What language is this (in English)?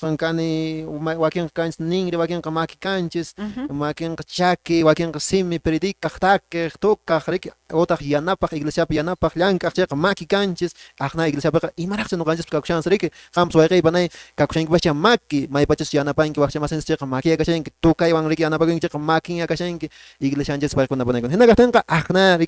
Quechua